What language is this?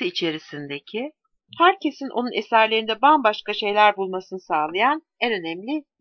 Turkish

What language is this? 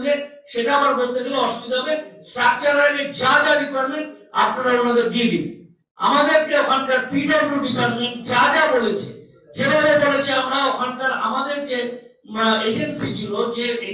Bangla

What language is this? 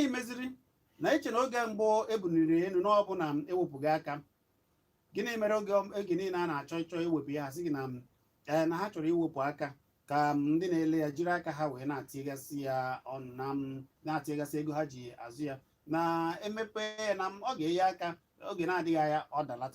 Igbo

